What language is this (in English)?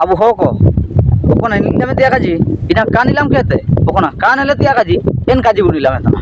Ho